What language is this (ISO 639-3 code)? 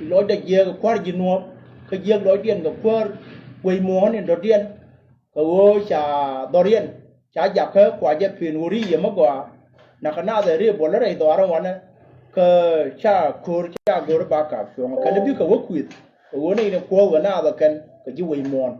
nus